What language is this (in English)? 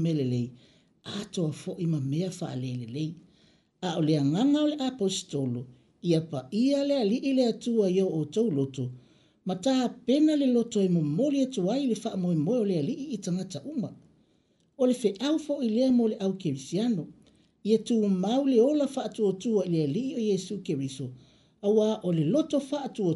Samoan